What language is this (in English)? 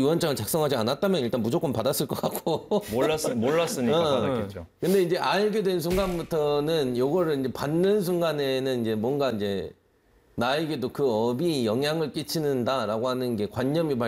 Korean